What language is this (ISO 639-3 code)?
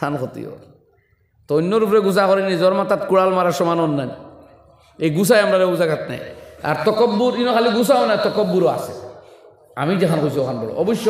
syl